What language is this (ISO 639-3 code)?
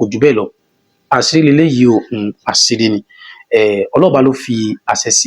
yor